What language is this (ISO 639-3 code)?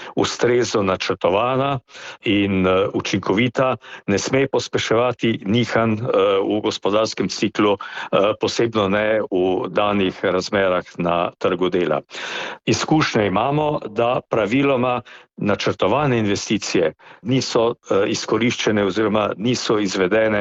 slv